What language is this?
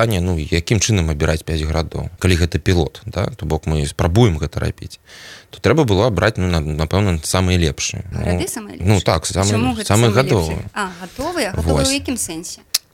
Belarusian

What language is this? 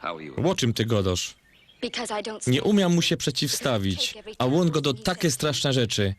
Silesian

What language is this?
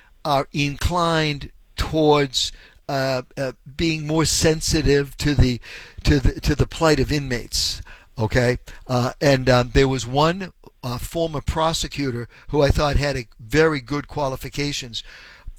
English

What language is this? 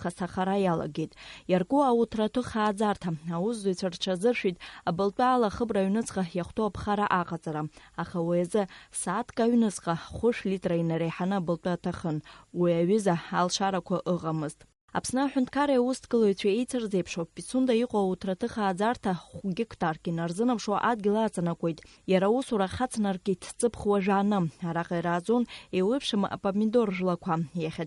Abkhazian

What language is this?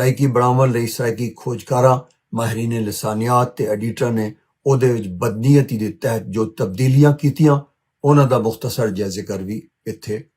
Western Panjabi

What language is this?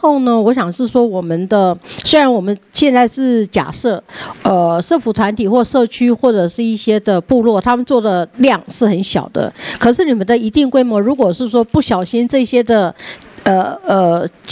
Chinese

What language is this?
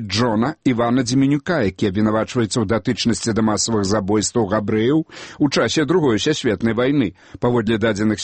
Belarusian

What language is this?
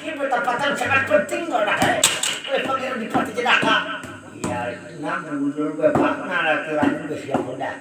Banjar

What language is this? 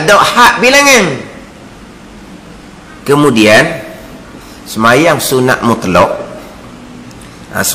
Malay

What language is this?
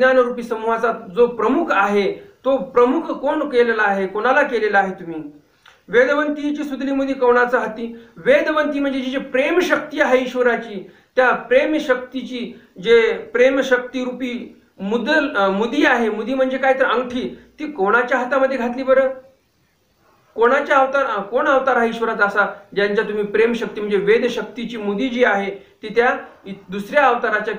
Marathi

